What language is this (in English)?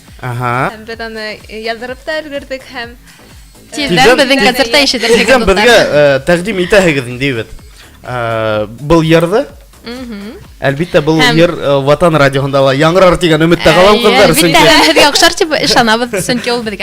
Bashkir